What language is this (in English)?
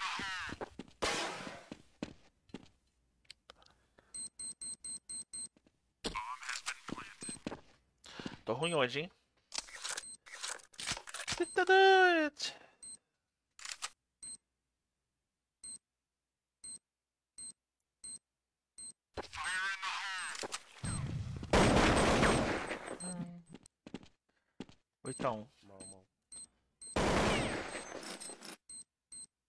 Portuguese